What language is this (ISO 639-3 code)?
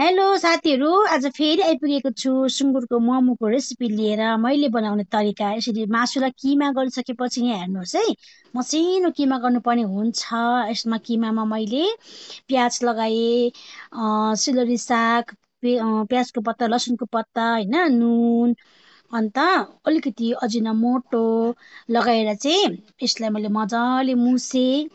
nep